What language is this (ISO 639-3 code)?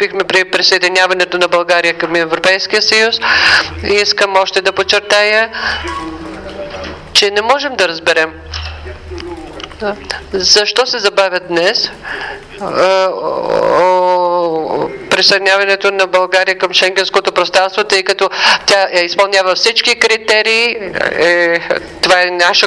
bul